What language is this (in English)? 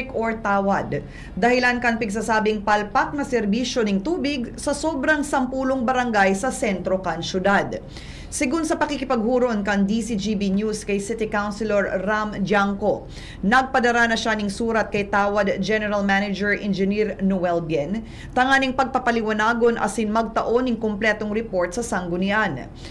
Bikol